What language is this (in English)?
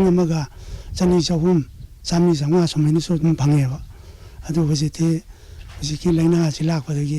Manipuri